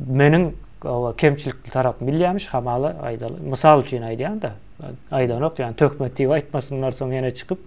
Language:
Turkmen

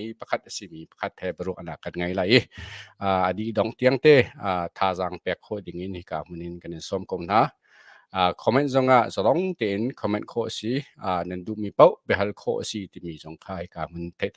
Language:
Hakha Chin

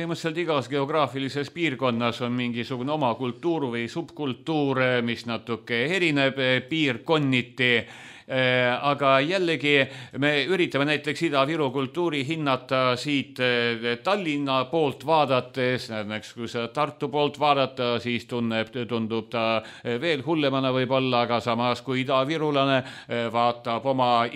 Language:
Estonian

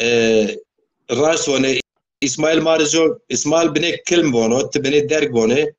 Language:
Zaza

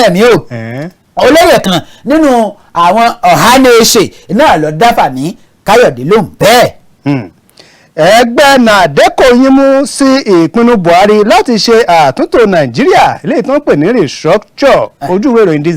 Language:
Yoruba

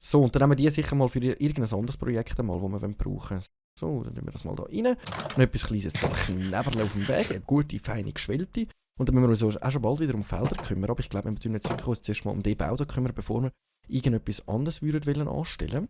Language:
Swiss German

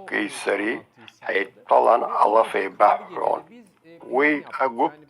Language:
Abkhazian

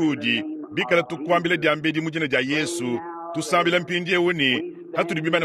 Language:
Luba-Lulua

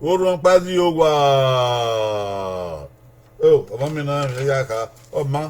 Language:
Bini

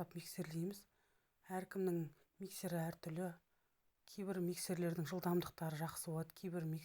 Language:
Kazakh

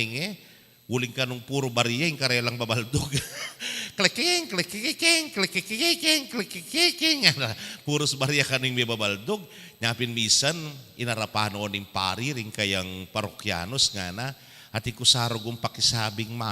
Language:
Pampanga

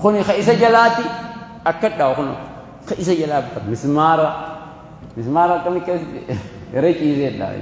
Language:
Oromo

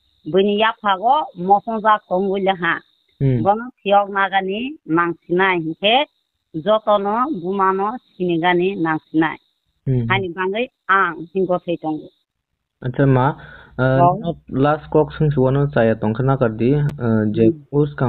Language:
Kok Borok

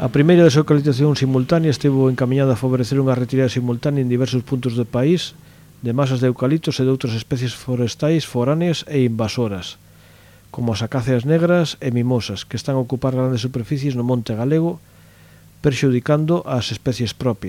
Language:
Galician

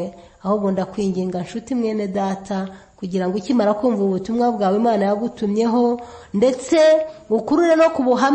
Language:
Kinyarwanda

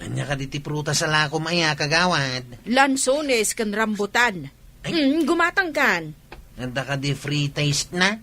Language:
Iloko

